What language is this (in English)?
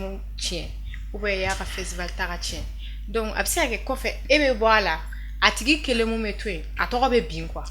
Bambara